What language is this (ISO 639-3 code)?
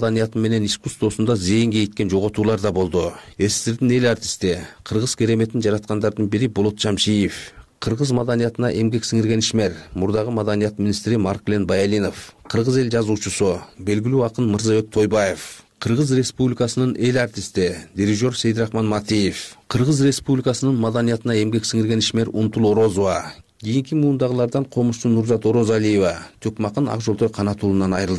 kir